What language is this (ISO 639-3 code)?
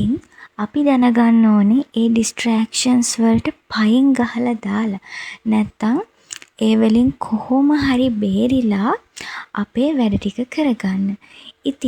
sin